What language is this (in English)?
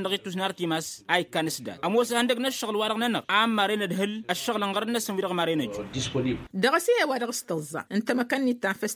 Tamasheq